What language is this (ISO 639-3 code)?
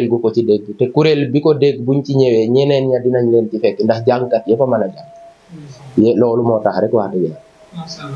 wol